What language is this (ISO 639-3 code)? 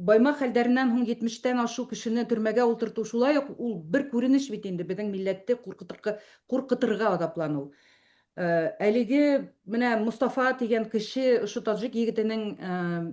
bak